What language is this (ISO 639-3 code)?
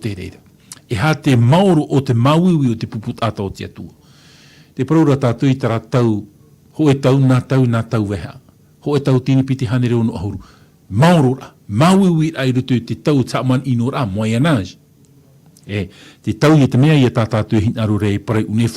tah